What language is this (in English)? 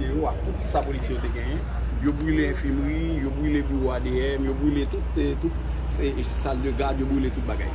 Haitian Creole